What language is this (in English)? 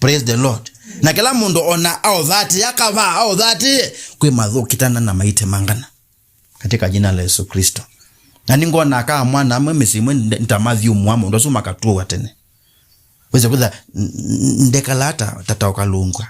Kamba